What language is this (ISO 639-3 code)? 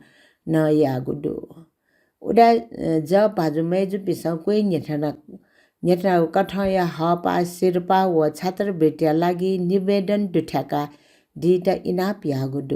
new